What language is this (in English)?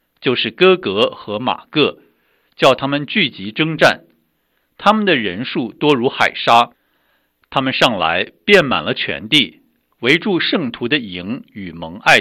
Chinese